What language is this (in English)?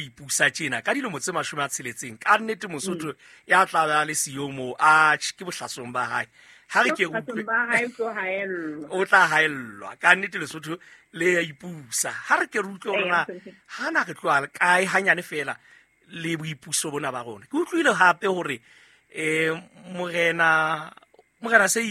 Southern Sotho